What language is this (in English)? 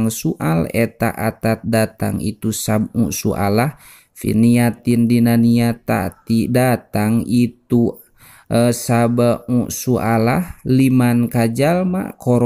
Sundanese